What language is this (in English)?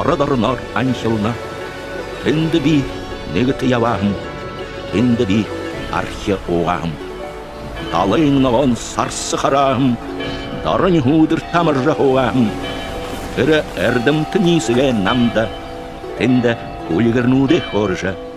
Buriat